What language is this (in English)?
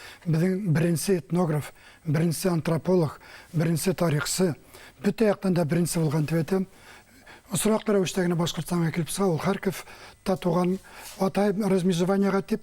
Bashkir